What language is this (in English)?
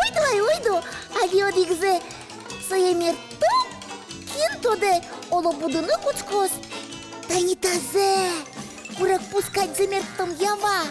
Udmurt